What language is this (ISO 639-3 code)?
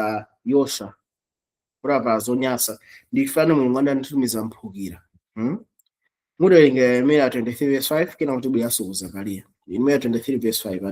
nya